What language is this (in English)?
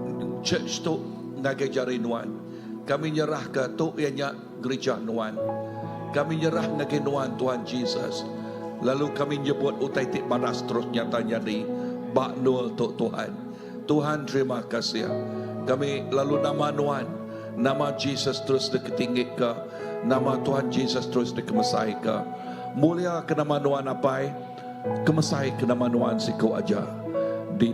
Iban